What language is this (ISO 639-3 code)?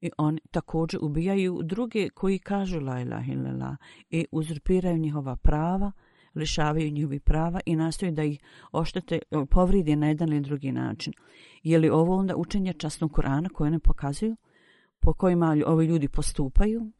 bos